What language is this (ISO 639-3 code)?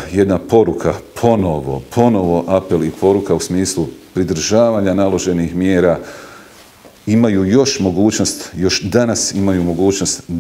bos